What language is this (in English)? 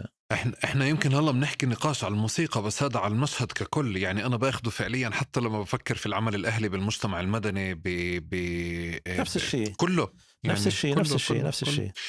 North Levantine Arabic